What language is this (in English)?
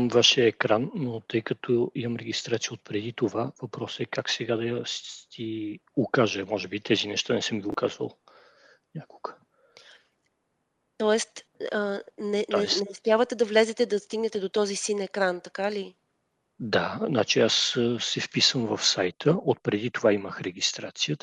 Bulgarian